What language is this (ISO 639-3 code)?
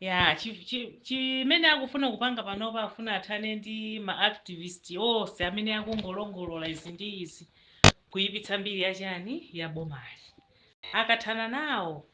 nya